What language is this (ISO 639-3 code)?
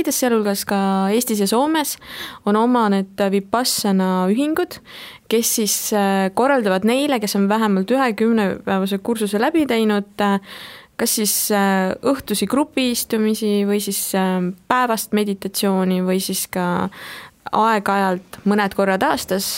est